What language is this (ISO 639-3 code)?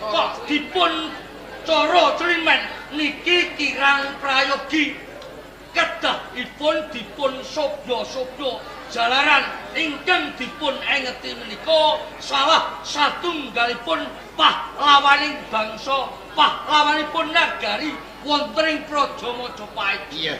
jav